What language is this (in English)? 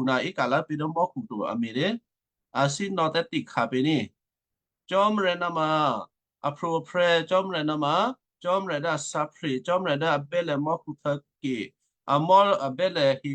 Western Kayah